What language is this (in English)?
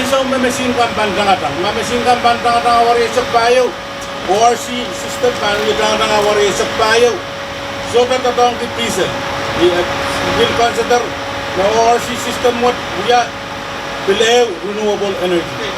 Pohnpeian